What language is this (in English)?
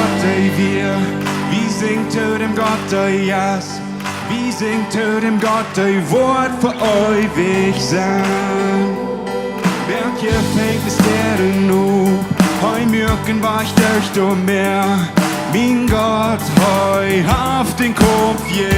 Plautdietsch